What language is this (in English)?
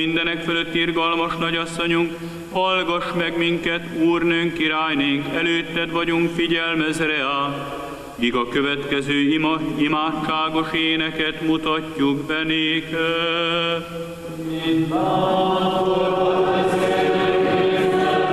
Hungarian